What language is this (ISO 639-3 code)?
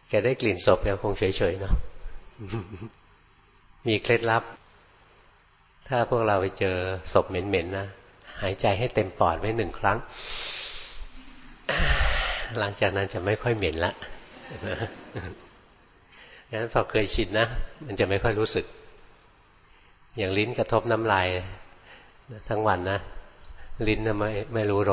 tha